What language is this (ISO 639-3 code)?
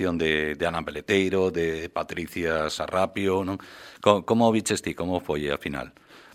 glg